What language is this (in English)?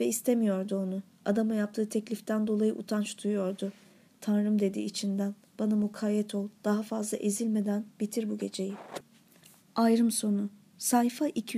Turkish